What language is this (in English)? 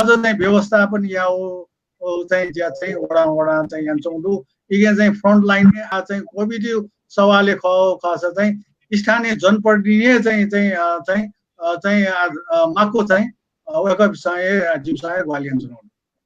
Newari